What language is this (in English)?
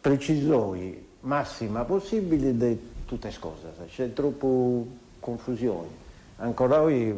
Sardinian